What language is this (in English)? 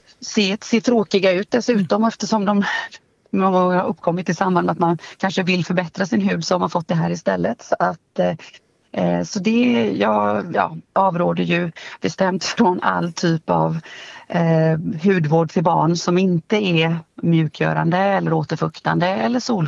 Swedish